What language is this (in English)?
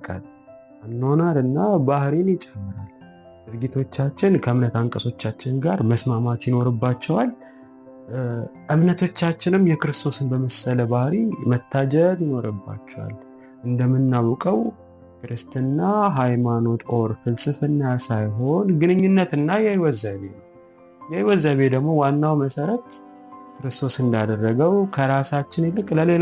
Amharic